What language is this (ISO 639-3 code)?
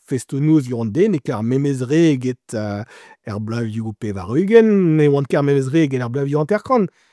bre